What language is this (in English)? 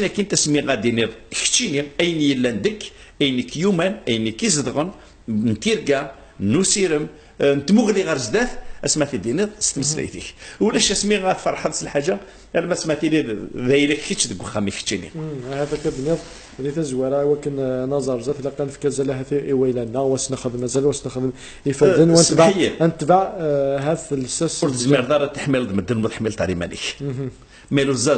Kabyle